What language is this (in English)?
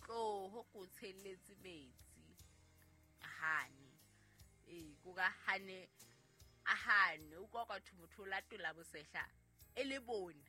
Southern Sotho